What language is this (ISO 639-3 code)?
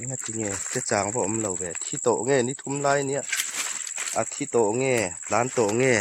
hmr